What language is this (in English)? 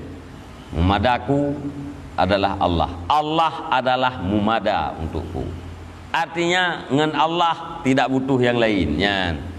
Achinese